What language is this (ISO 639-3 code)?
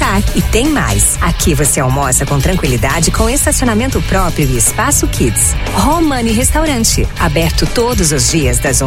por